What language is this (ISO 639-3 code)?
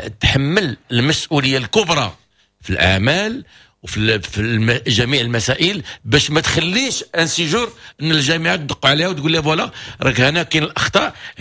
ary